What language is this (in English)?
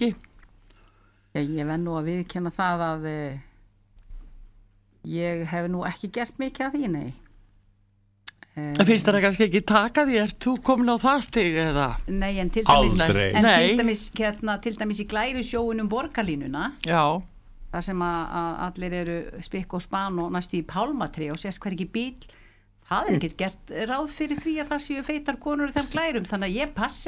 Icelandic